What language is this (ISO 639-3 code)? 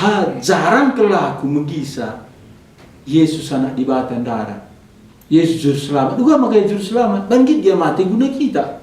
btx